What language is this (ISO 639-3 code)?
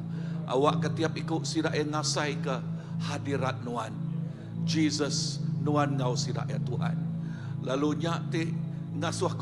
iba